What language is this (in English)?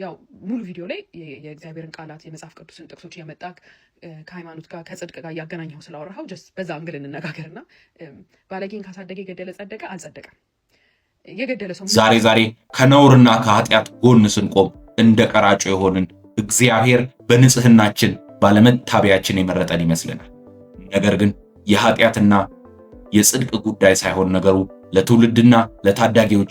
Amharic